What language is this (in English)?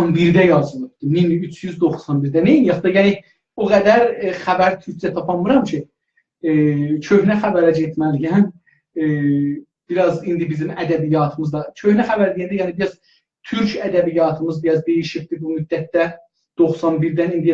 South Azerbaijani